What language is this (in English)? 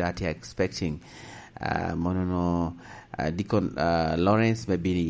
Lango (Uganda)